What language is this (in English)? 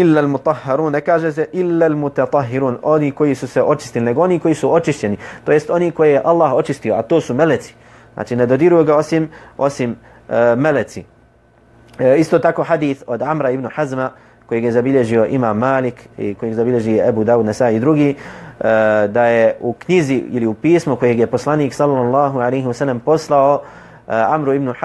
Bosnian